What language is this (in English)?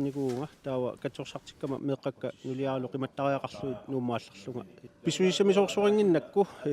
Kalaallisut